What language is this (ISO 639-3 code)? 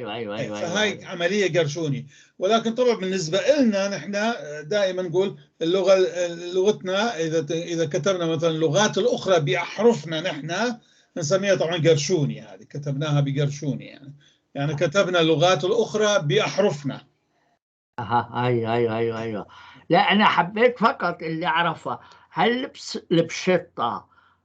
apc